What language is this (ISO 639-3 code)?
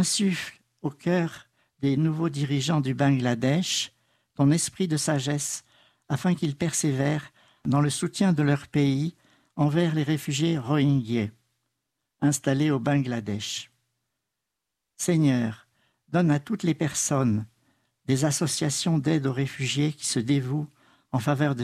fra